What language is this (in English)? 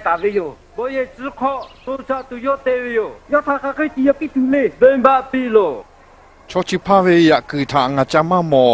Lahu